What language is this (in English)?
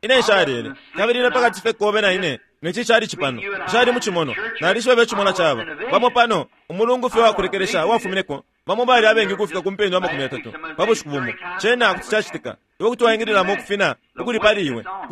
Bemba